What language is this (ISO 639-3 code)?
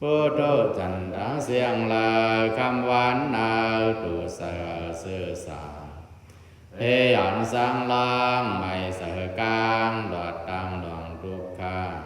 pli